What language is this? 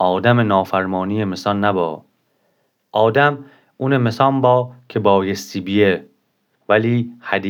Gilaki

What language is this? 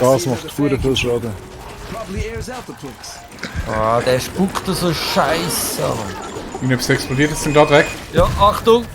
Swiss German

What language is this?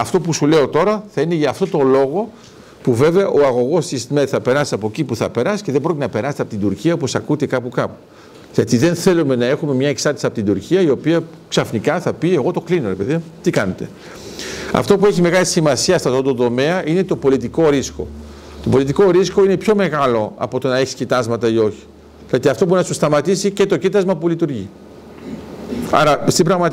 Greek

